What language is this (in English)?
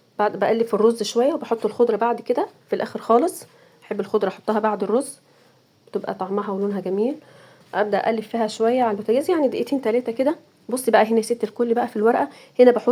Egyptian Arabic